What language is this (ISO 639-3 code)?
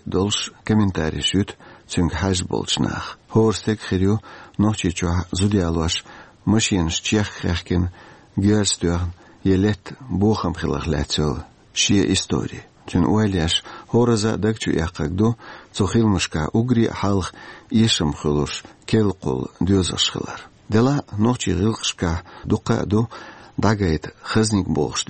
che